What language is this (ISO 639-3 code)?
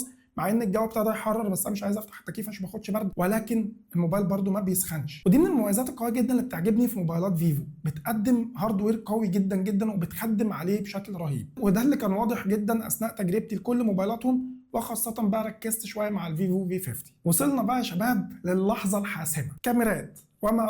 arz